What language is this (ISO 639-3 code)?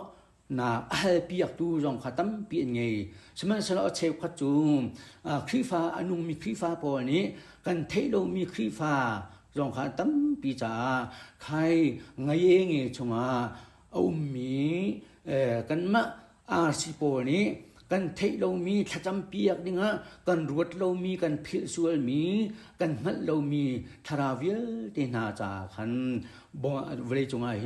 cnh